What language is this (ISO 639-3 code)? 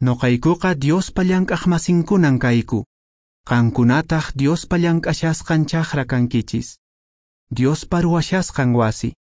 que